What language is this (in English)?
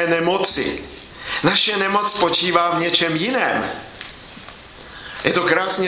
Czech